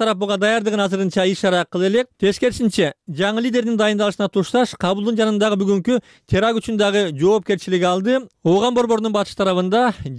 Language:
Kyrgyz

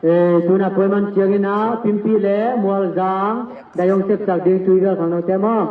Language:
Tedim Chin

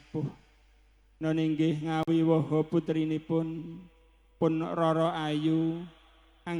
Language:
Javanese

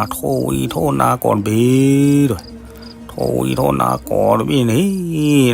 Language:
S'gaw Karen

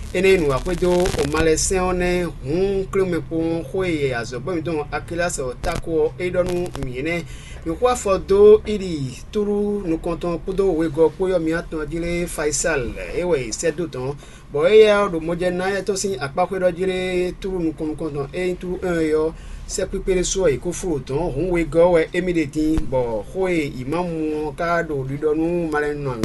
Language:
Fon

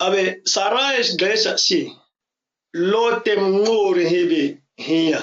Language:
ǁGana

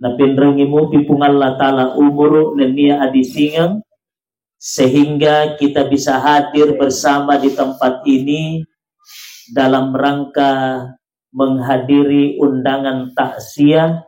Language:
Buginese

